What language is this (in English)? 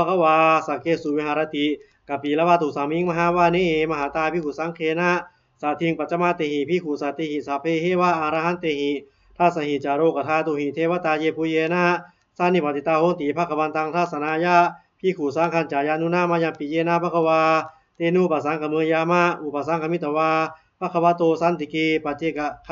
Pali